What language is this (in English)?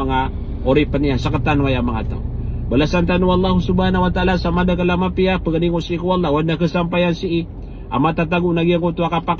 Maranao